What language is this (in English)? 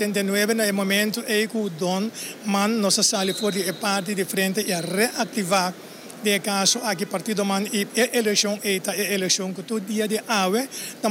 Papiamento